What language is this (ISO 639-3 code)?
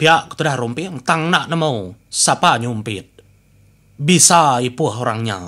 iba